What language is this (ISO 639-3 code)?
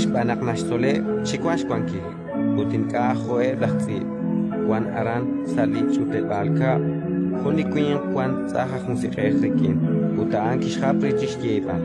kek